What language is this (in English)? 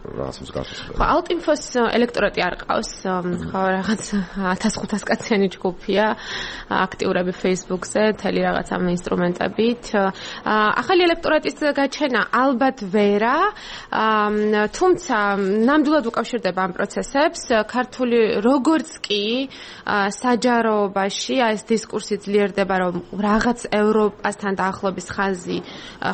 Georgian